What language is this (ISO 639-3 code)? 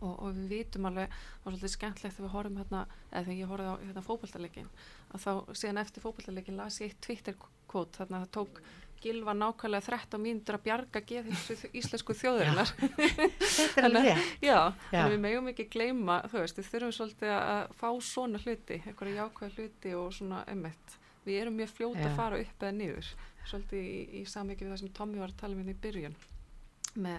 isl